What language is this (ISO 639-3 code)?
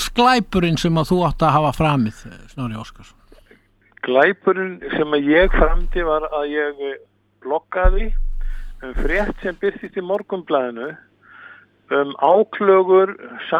isl